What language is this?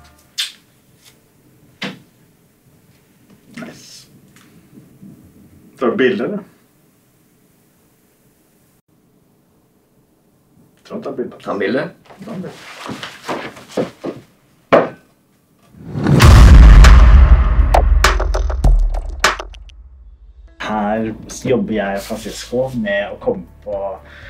Norwegian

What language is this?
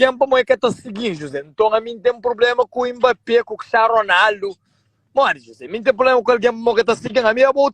Kabuverdianu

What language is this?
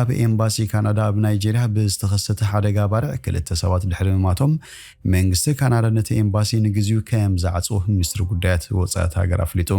Tigrinya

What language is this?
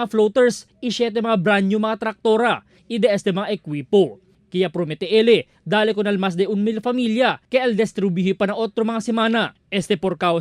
Chavacano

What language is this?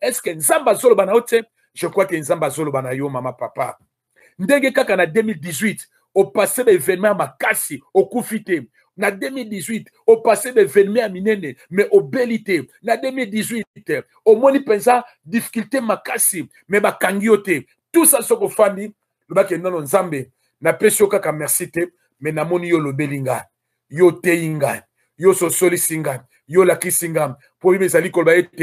Lingala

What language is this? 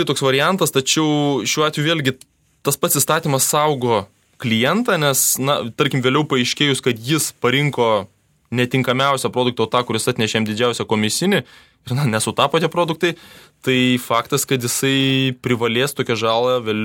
Lithuanian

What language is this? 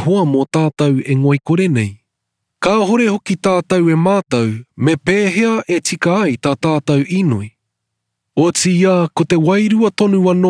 Māori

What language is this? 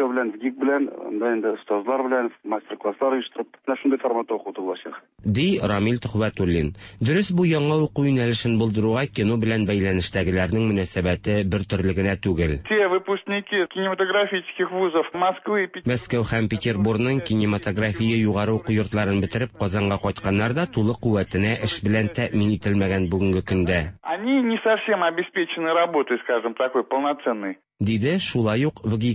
Tatar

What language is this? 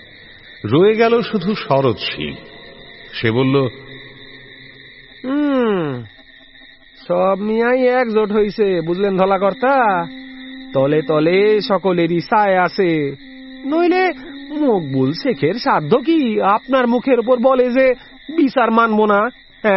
Bangla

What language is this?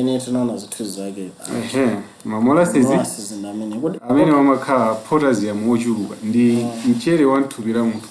Nyanja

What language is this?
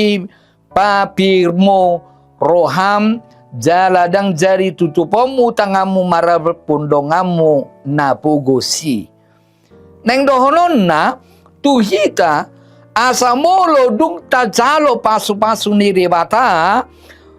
Batak Toba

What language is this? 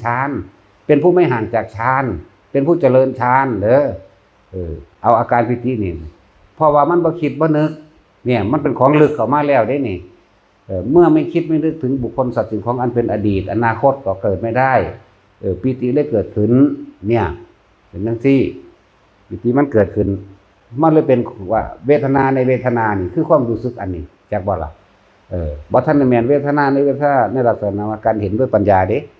Northeastern Thai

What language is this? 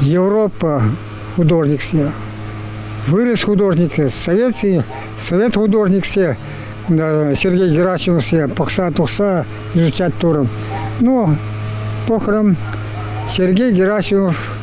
Chuvash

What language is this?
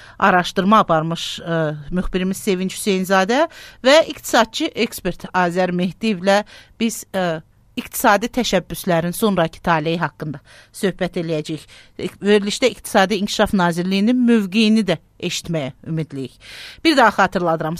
Azerbaijani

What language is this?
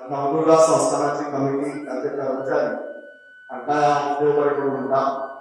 Konkani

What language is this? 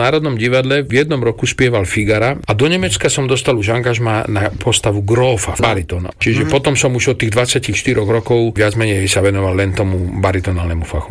Slovak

